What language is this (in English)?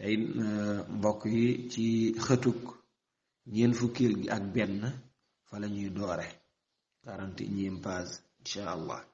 Wolof